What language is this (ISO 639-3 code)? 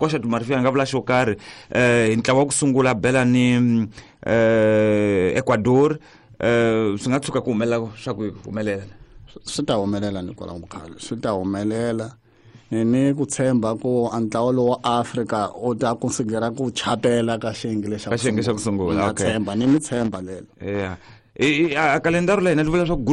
tso